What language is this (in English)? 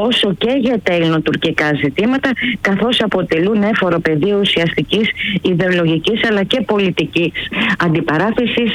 Greek